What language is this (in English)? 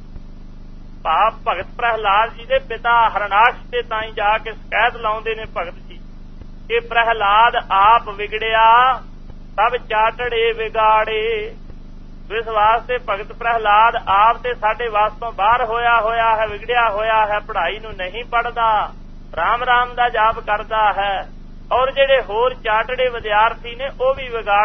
Punjabi